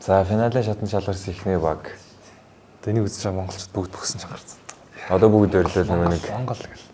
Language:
Mongolian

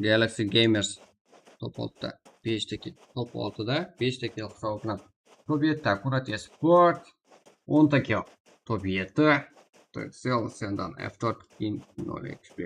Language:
Kara-Kalpak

